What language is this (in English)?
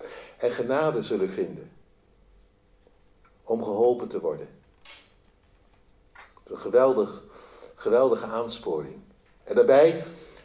Dutch